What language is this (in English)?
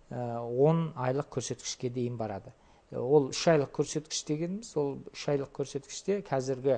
Kazakh